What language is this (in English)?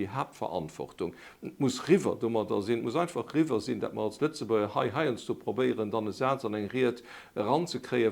Luxembourgish